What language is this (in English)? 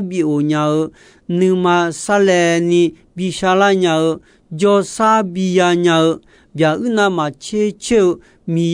Akha